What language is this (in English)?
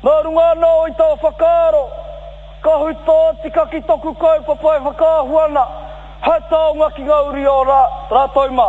Māori